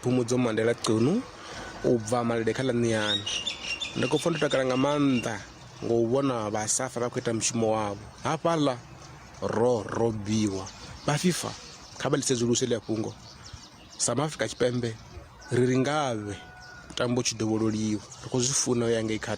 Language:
Venda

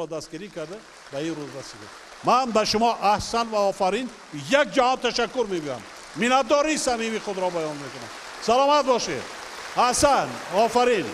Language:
Tajik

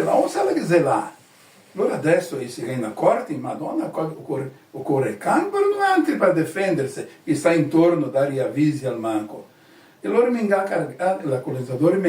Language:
Venetian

